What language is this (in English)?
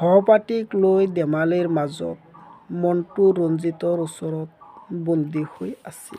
Assamese